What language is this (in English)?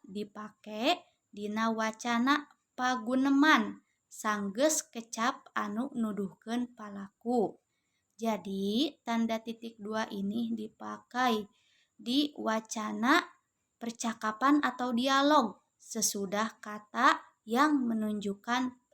Sundanese